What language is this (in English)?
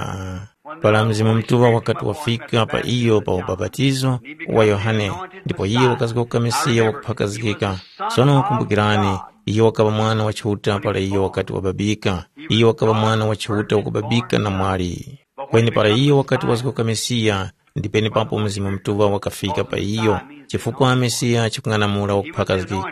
Tumbuka